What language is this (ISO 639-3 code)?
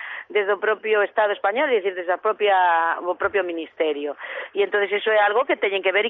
glg